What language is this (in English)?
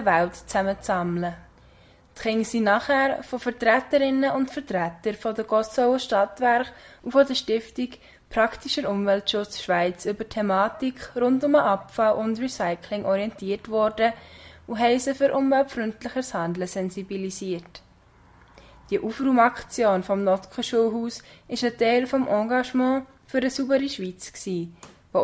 German